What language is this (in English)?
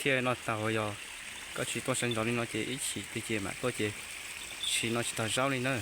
Hmong